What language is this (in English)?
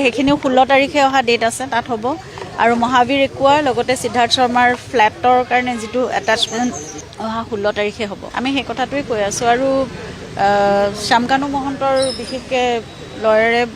Assamese